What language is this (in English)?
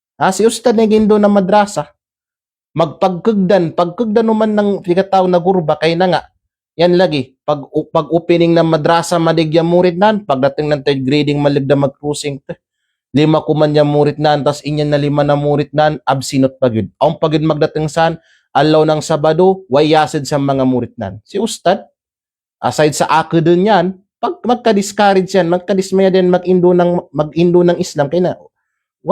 Kalagan